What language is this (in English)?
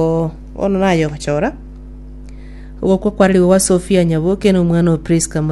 Gusii